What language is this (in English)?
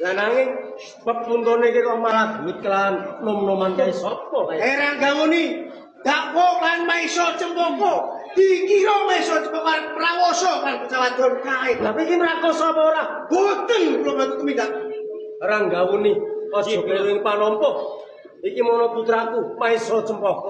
Javanese